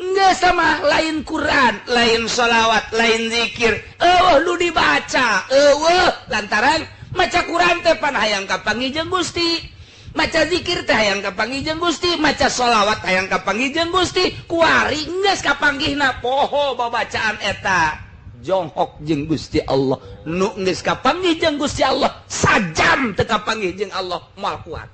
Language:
Sundanese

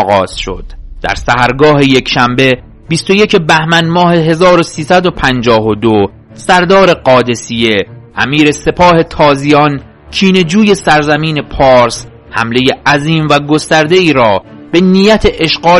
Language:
Persian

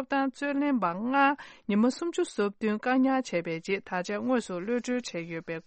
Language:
Tibetan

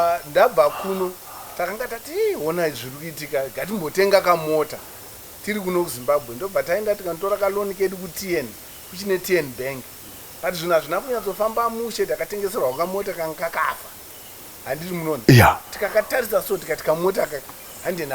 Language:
Shona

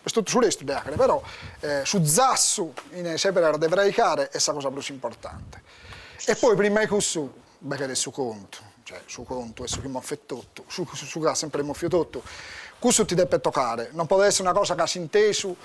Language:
Sardinian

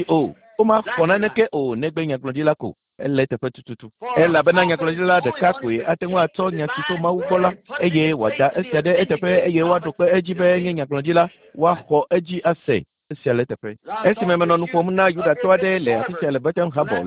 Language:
Ewe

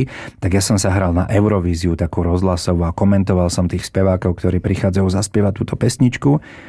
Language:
Slovak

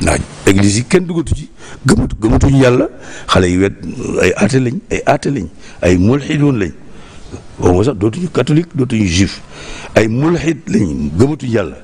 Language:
Wolof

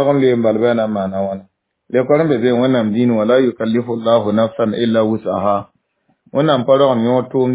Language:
Mossi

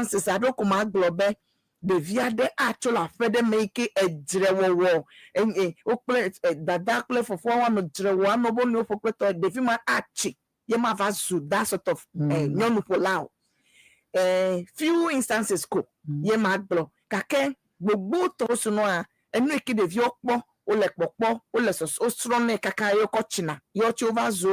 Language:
Ewe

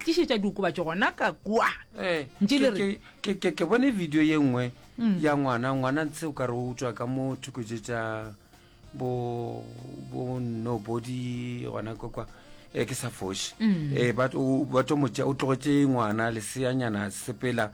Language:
Northern Sotho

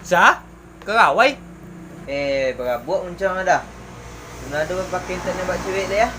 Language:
Minangkabau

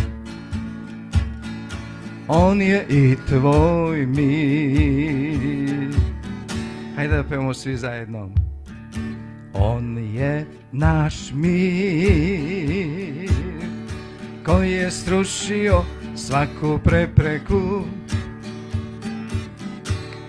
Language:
Serbian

